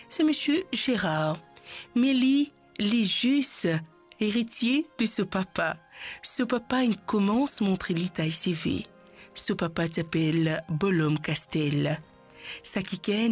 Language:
Morisyen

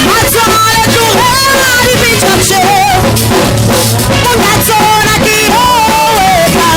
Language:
Northern Sotho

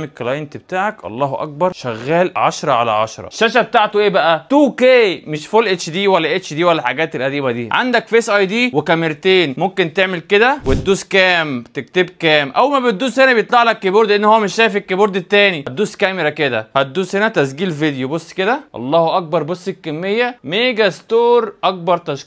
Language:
Egyptian Arabic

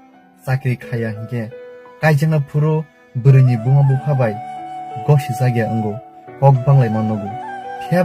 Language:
Kok Borok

